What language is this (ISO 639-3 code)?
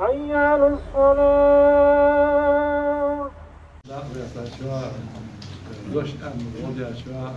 inh